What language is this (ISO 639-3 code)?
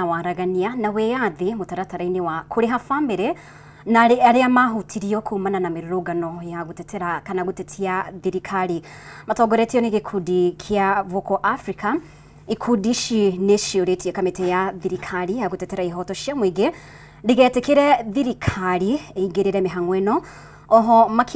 kik